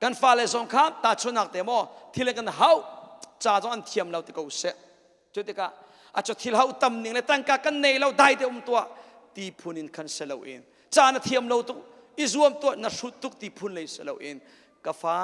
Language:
Hakha Chin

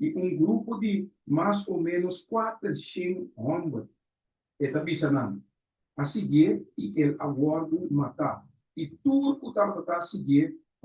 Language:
Papiamento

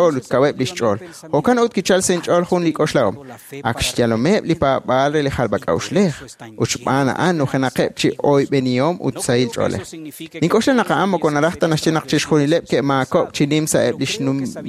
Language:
Kekchí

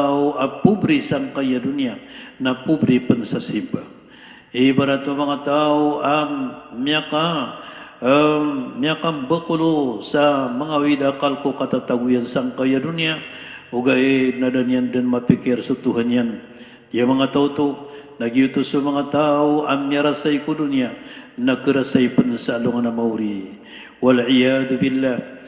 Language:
Maranao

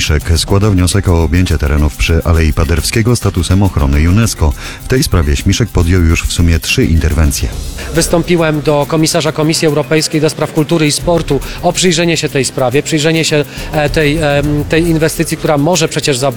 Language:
Polish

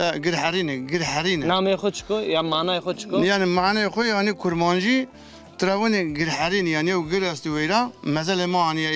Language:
Zaza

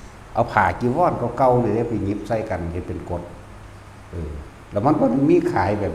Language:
Northeastern Thai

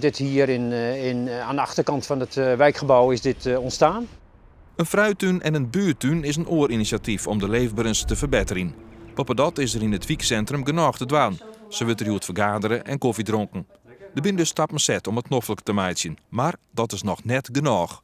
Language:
Western Frisian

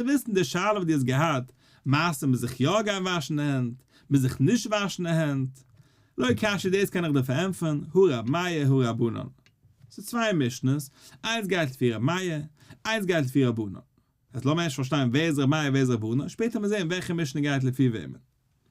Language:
Yiddish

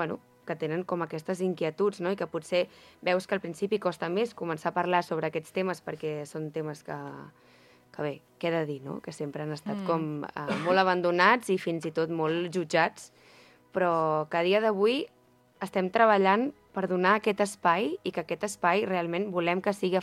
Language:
Catalan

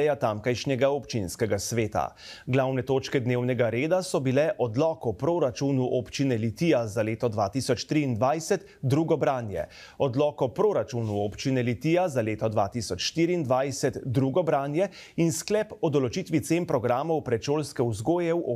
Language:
Slovenian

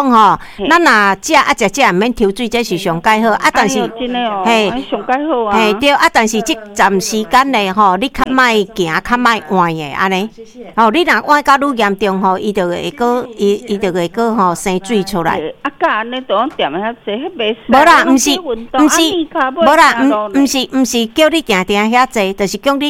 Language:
Min Nan Chinese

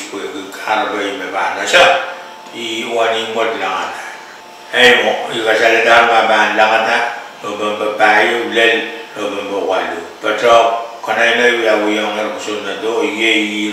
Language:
Pohnpeian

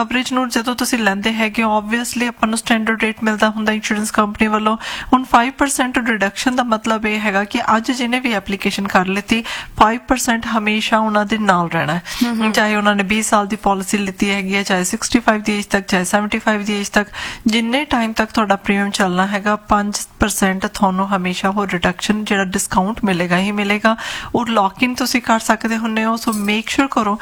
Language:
Punjabi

